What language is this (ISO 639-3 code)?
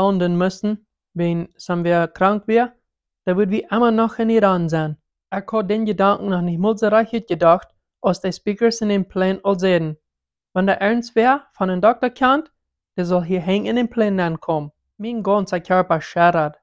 pdt